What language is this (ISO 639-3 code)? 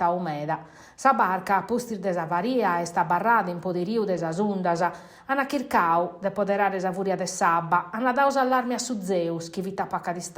srd